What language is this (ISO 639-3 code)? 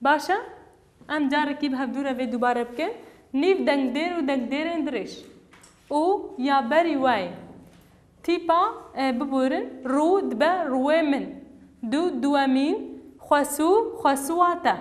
kur